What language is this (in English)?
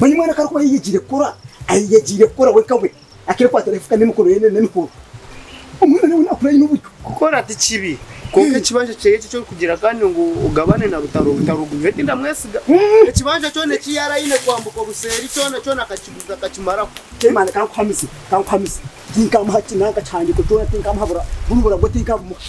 Nyankole